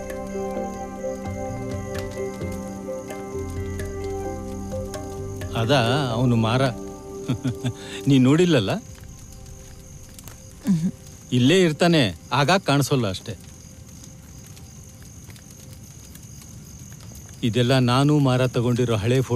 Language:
Kannada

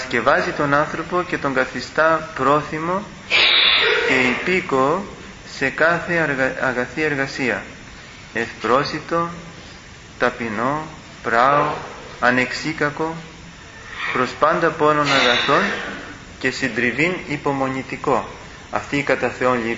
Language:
Greek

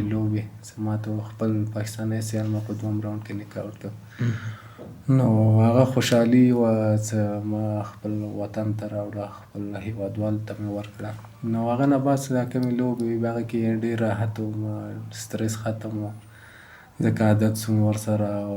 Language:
Pashto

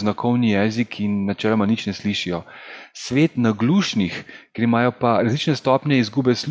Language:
Slovenian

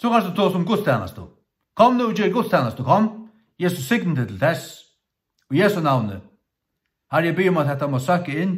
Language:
Faroese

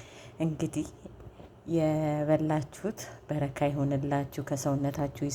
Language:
Amharic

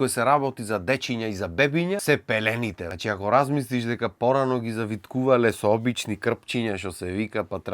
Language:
Macedonian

